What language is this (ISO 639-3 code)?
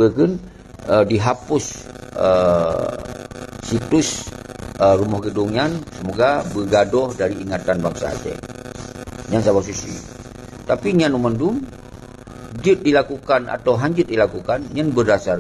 ace